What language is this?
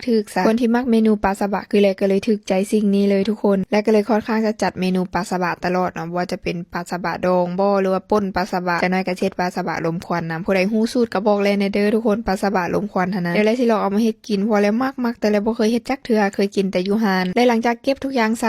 Lao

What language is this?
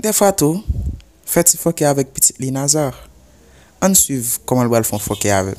Haitian Creole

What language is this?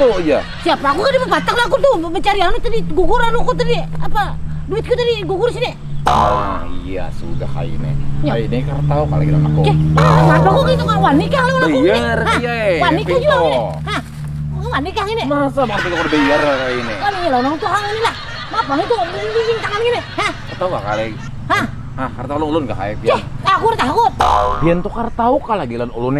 Banjar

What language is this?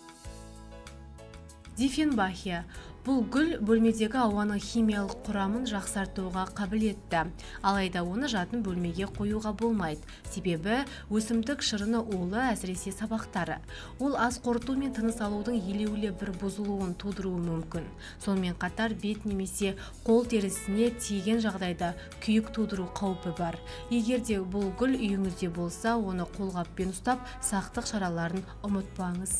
Kazakh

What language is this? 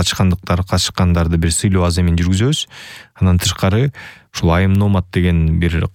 Kyrgyz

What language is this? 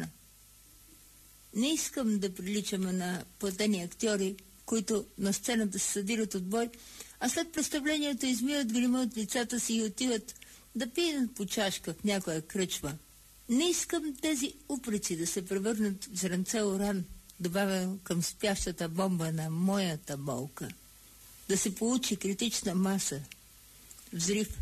Bulgarian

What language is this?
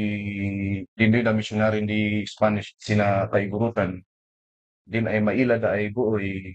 Kankanaey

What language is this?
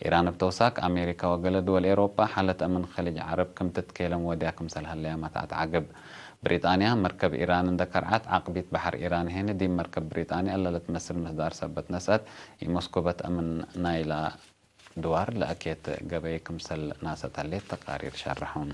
Tigre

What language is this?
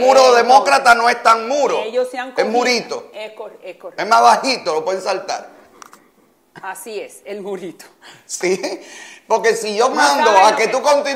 Spanish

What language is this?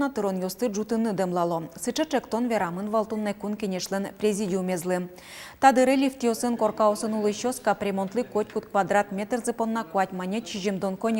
Udmurt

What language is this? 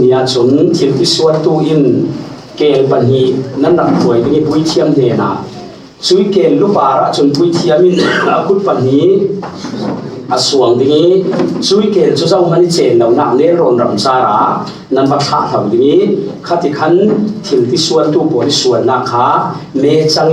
Falam Chin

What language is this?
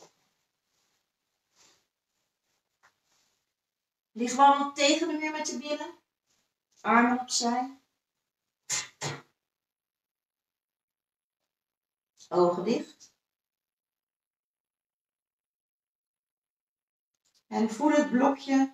Dutch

